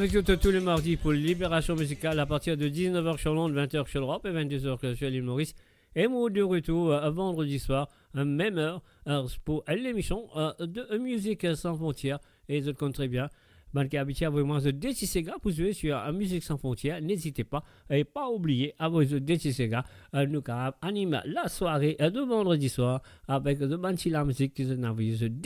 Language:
Morisyen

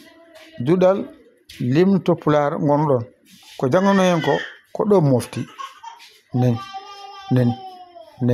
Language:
Fula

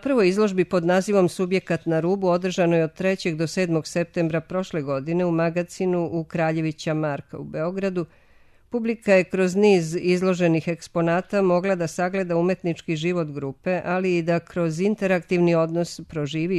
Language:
Serbian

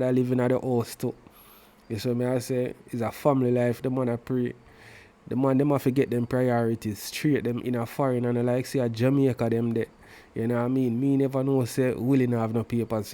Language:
Jamaican Creole English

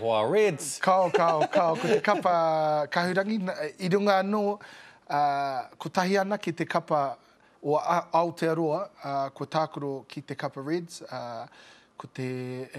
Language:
Māori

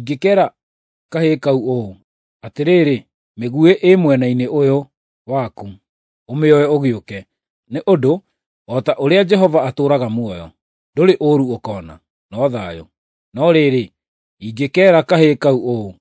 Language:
Kikuyu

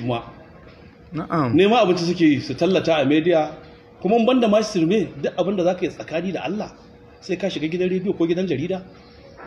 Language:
Hausa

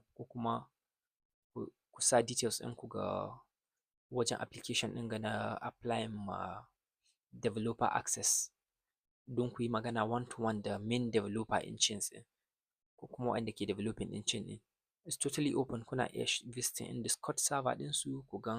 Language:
Hausa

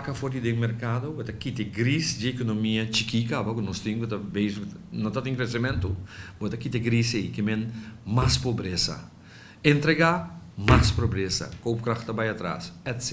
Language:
Papiamento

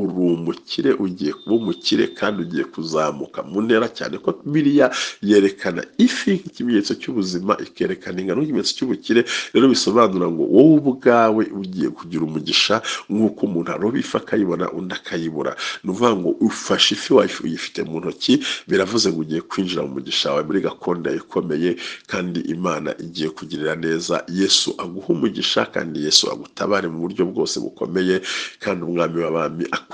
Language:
Kinyarwanda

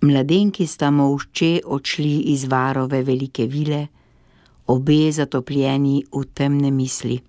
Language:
Slovenian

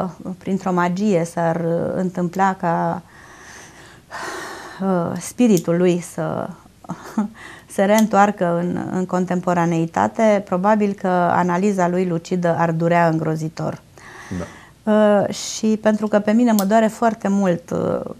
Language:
Romanian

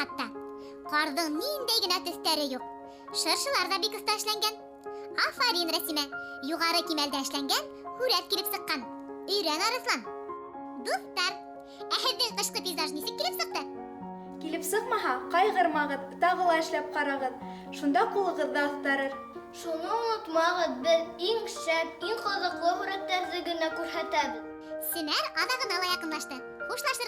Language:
Bashkir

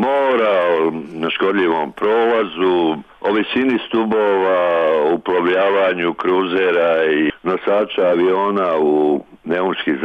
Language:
Bosnian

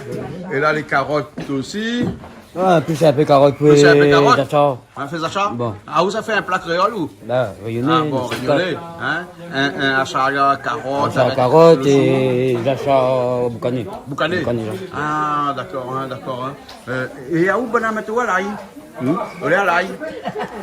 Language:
Réunion Creole French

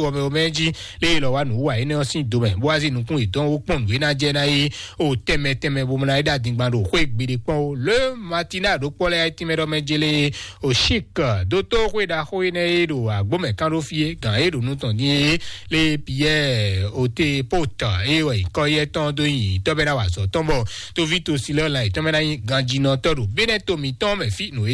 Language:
Fon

